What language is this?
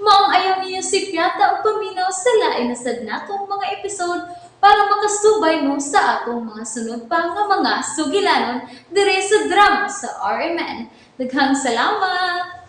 Cebuano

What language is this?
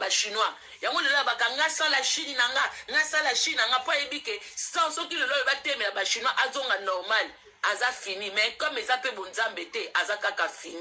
Lingala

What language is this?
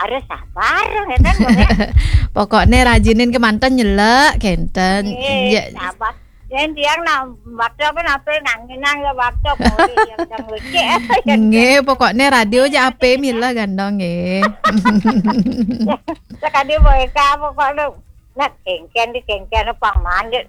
Balinese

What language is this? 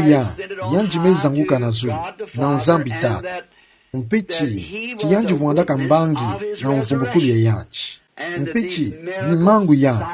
Kituba (Democratic Republic of Congo)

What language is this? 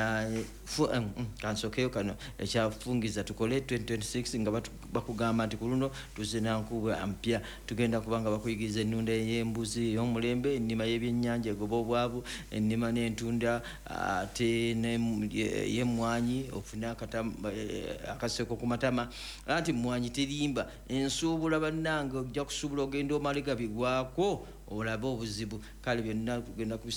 Ganda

